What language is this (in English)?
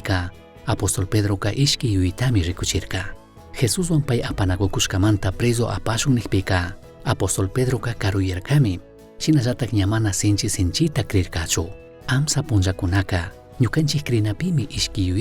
Chimborazo Highland Quichua